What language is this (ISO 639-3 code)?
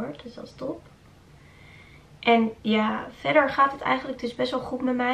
nld